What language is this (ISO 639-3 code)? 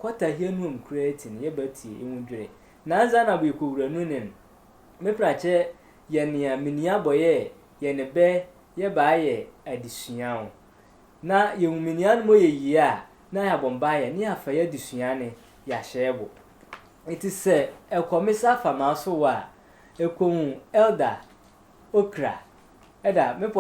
sfw